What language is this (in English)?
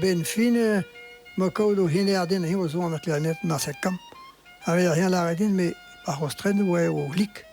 Breton